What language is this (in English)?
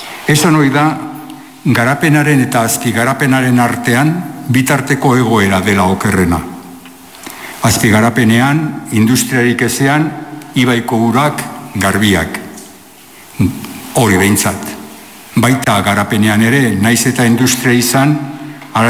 Basque